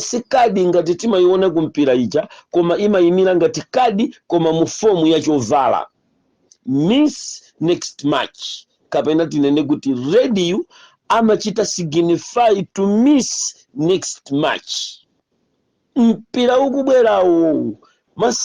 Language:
Nyanja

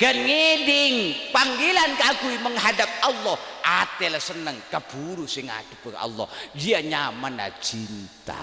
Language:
Madurese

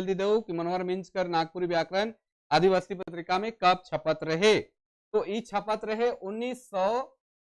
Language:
Sadri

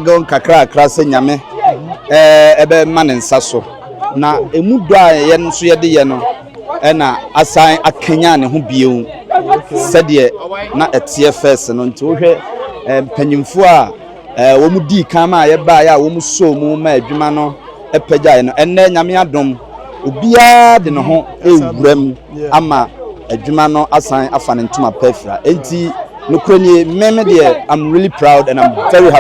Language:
Akan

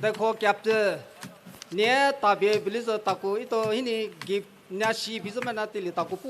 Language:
Poumei Naga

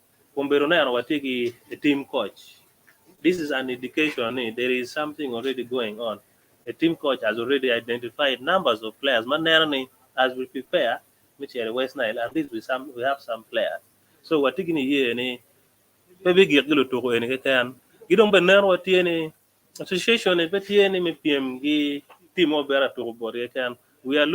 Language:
Acoli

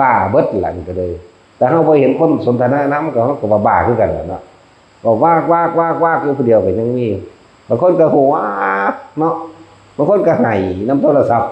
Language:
Northeastern Thai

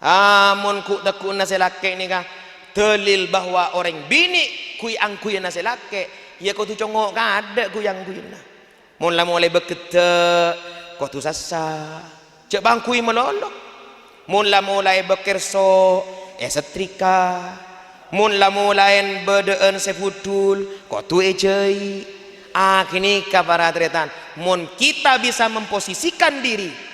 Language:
Madurese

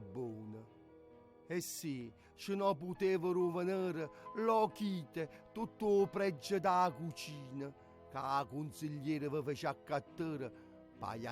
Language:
Neapolitan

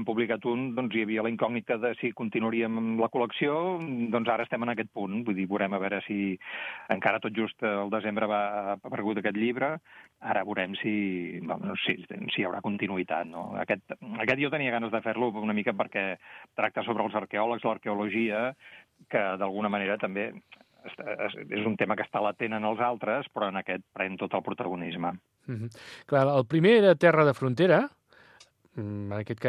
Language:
Catalan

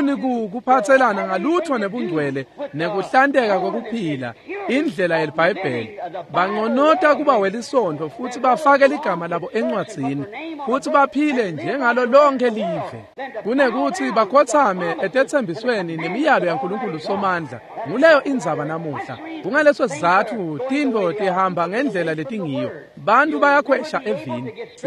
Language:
Swati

